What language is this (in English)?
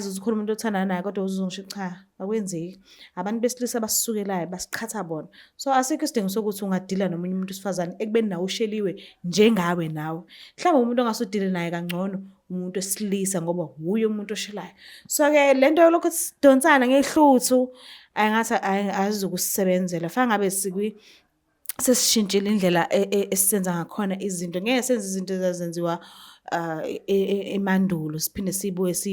Zulu